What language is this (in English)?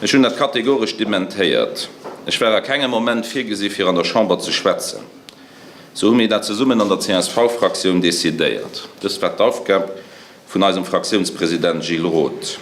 Luxembourgish